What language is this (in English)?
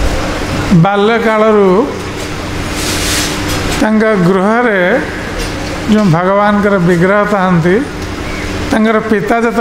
Odia